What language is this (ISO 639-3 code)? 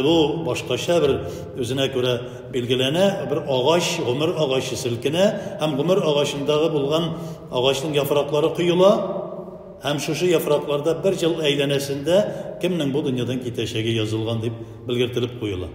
tat